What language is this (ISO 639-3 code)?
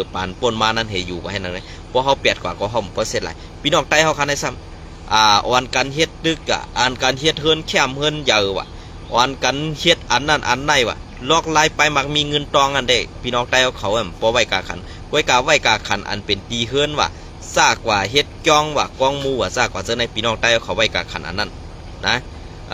shn